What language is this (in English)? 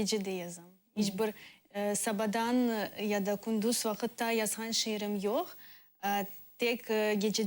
Crimean Tatar